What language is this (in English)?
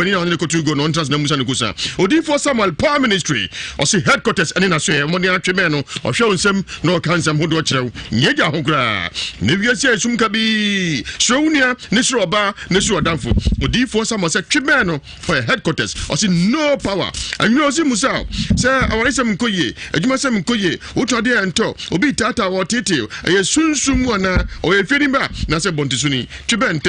Akan